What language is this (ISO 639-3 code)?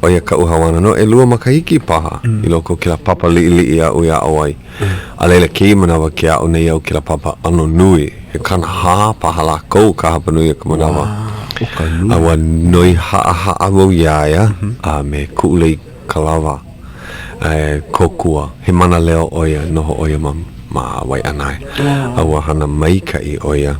haw